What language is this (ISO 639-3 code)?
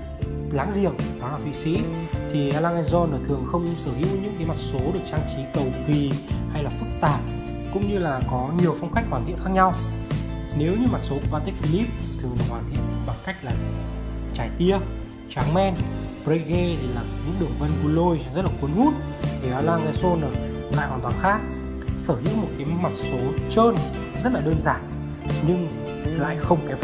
vie